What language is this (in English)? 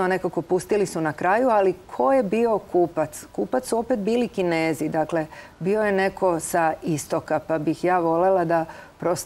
Serbian